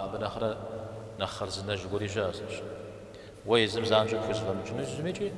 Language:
Kabardian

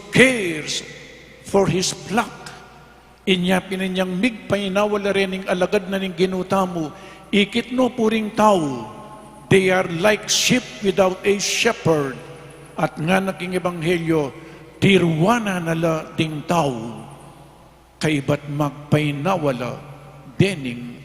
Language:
Pampanga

